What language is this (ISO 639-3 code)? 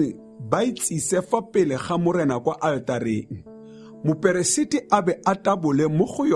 tsn